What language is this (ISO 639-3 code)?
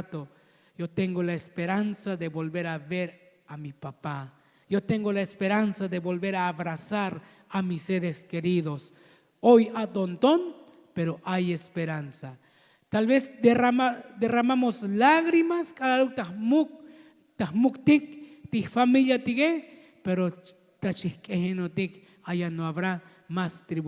tzo